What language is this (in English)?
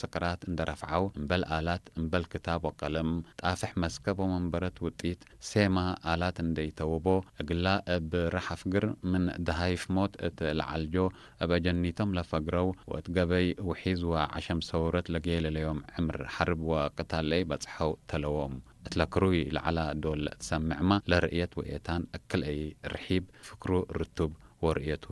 Tigrinya